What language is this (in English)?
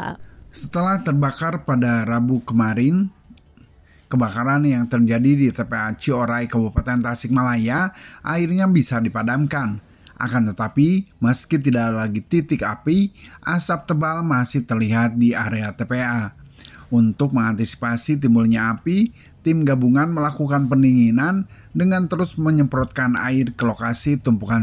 Indonesian